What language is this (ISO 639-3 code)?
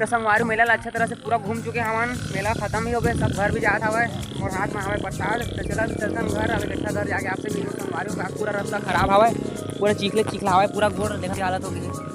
hne